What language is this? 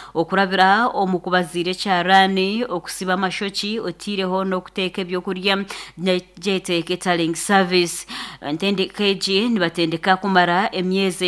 Nyankole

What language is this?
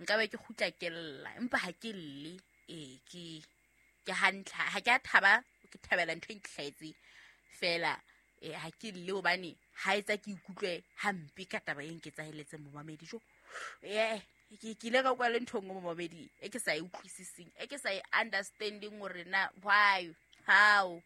Southern Sotho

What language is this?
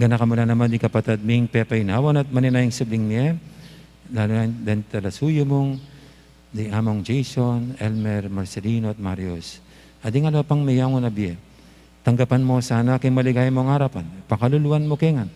Pampanga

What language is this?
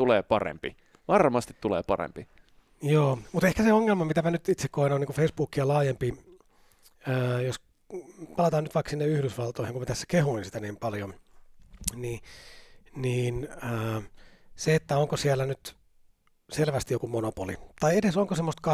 Finnish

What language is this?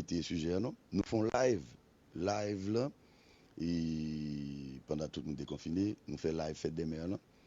Haitian Creole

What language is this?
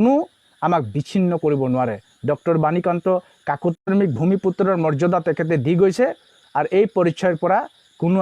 Assamese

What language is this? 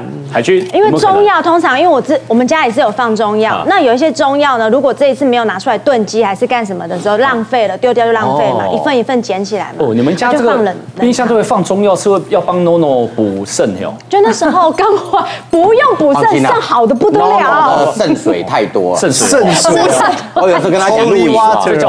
Chinese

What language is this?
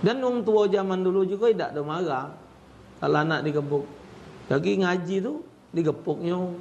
Musi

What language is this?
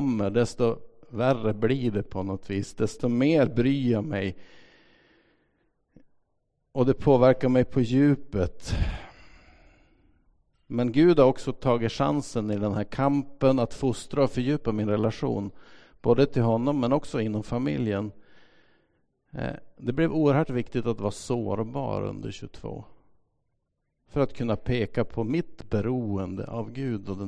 Swedish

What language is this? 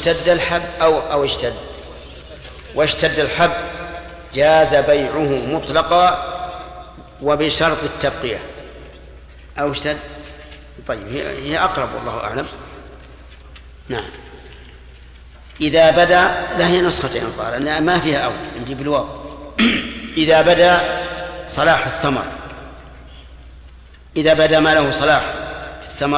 Arabic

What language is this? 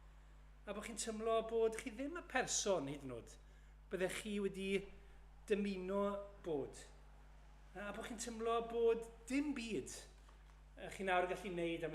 Welsh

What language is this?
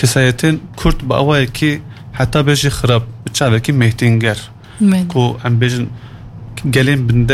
Kurdish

